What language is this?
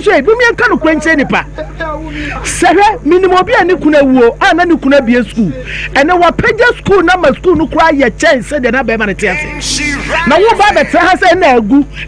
Akan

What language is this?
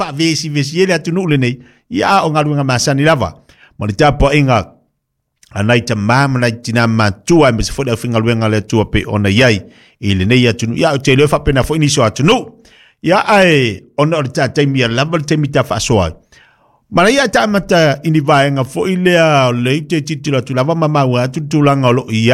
Samoan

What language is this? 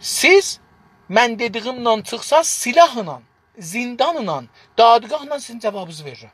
South Azerbaijani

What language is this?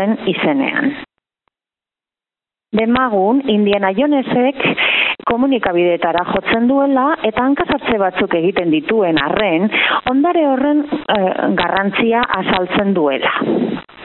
Basque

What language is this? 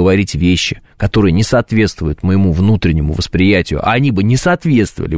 Russian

